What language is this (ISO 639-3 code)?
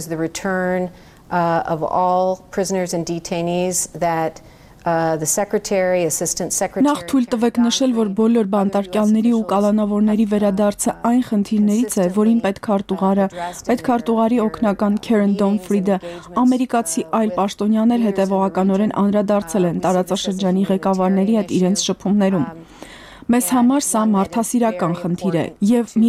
hye